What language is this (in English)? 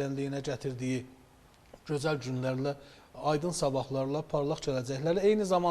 Azerbaijani